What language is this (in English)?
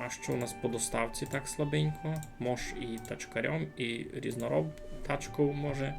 Rusyn